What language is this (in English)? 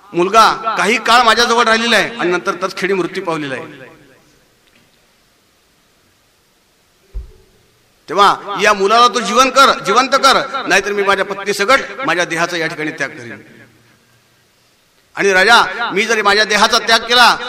Marathi